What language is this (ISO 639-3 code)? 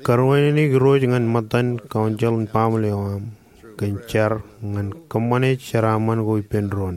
mah